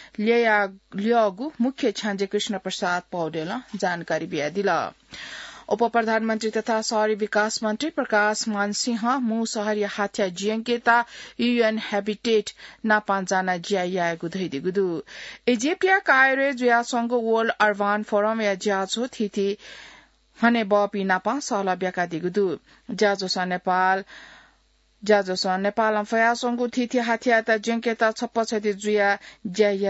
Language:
Newari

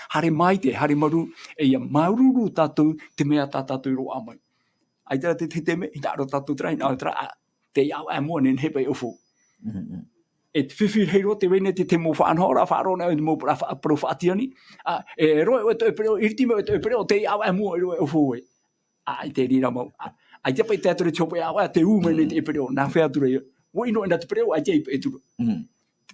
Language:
Tahitian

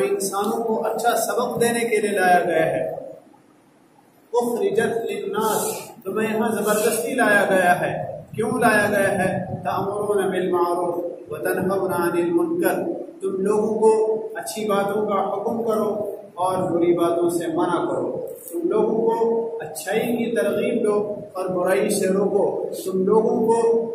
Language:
Urdu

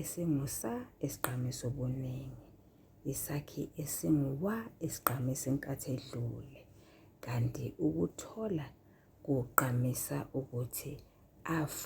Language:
Zulu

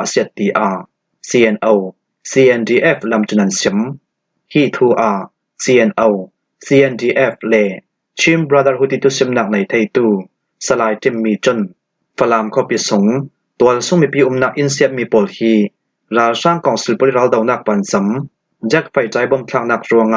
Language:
Falam Chin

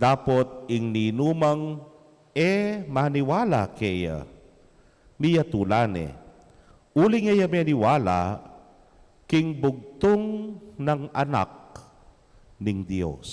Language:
Pampanga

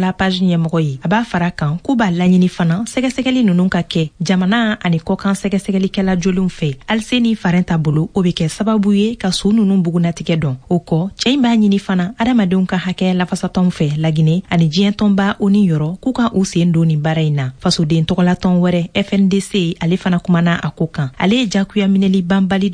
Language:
Bambara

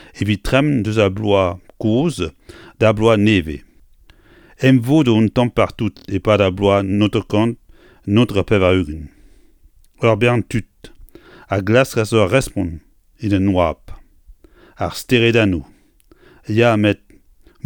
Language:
Breton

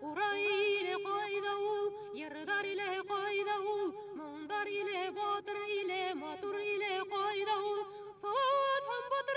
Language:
Bashkir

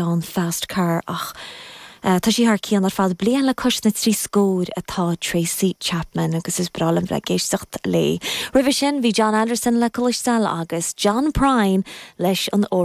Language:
Irish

